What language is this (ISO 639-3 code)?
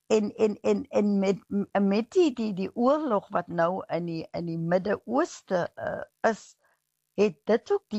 afr